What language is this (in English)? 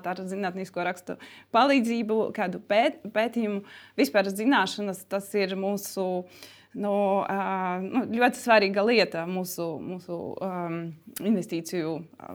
Latvian